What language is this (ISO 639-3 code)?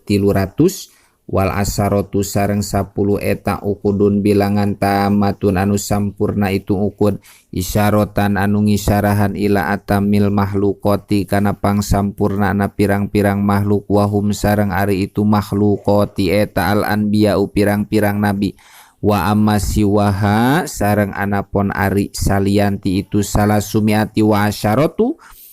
sun